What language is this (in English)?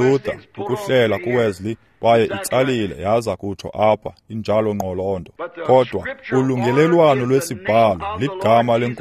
Xhosa